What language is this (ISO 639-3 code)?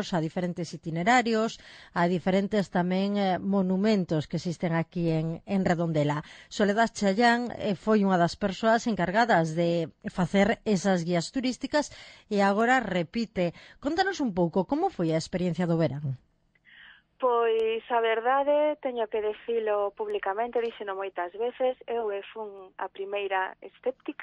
glg